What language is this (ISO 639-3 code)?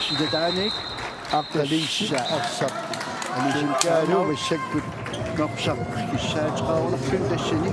kal